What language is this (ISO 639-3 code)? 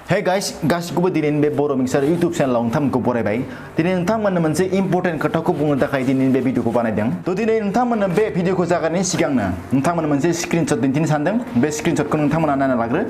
brx